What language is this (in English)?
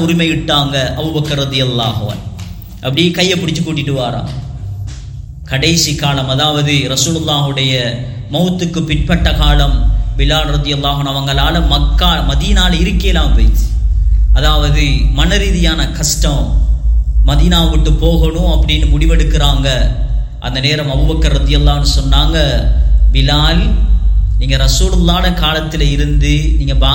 Tamil